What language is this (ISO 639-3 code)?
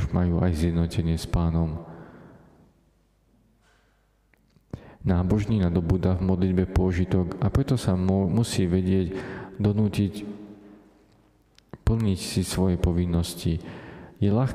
slk